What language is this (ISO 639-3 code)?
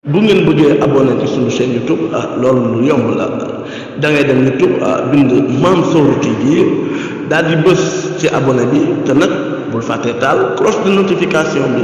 wol